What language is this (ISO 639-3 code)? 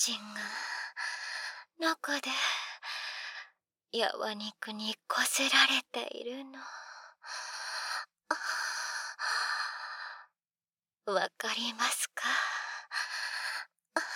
jpn